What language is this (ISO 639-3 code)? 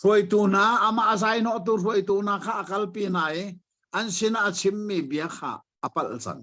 cnh